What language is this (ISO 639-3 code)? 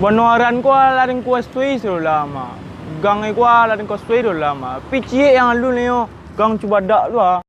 min